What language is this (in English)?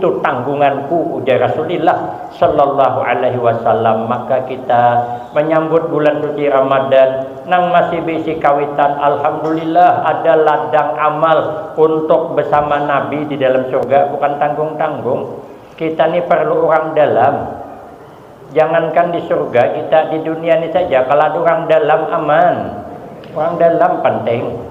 Banjar